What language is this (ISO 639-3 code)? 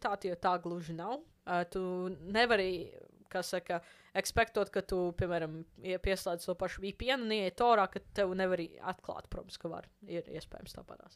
lav